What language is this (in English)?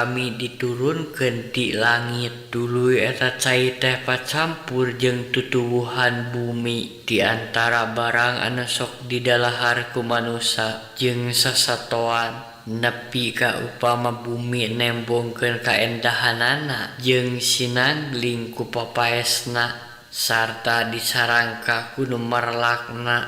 Sundanese